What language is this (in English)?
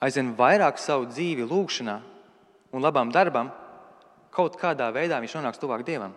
Latvian